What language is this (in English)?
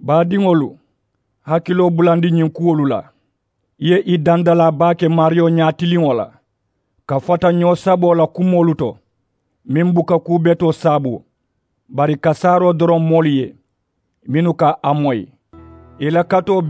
Mandingo